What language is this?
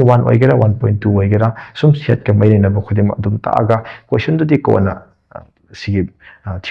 Manipuri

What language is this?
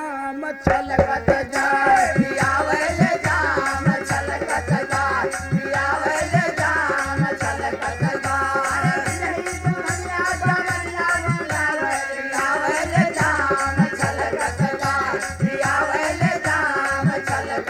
Bhojpuri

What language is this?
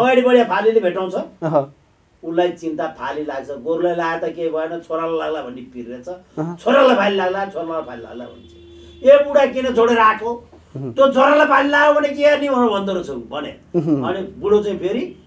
Nepali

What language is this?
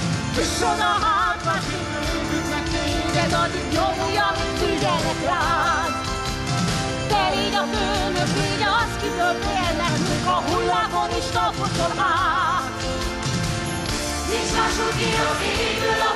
Hungarian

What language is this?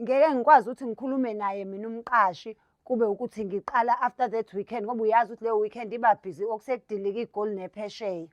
Zulu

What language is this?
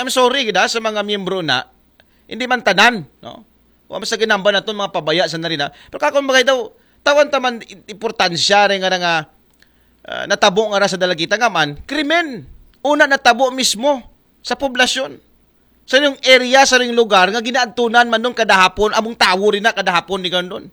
Aklanon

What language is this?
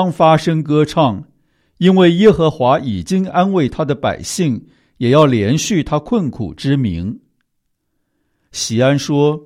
Chinese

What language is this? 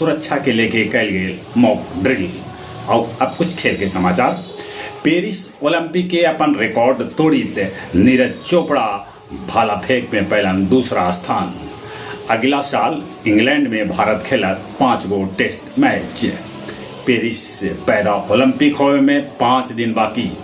Magahi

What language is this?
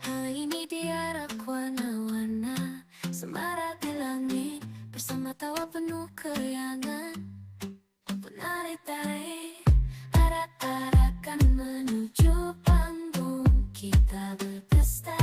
Banjar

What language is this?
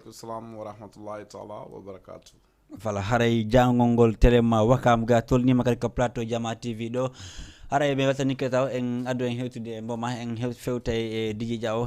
Fula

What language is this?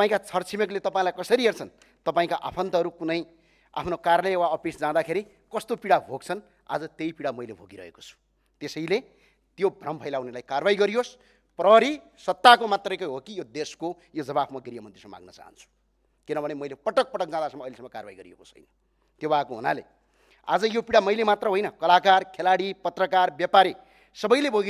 Nepali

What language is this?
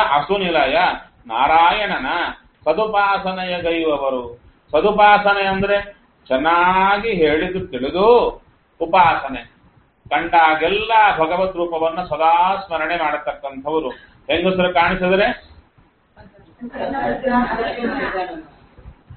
Kannada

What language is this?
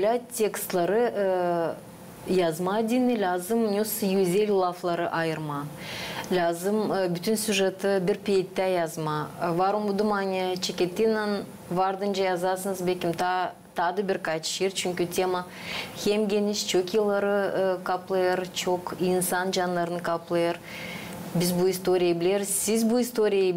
Gagauz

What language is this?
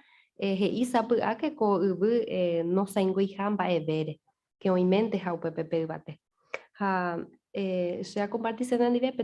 Guarani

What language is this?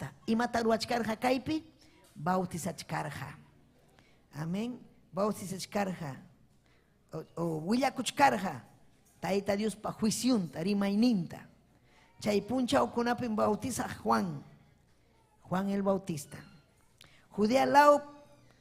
Ayacucho Quechua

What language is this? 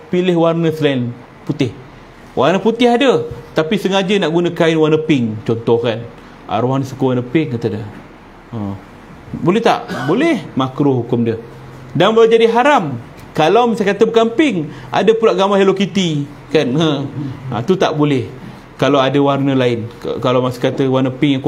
Malay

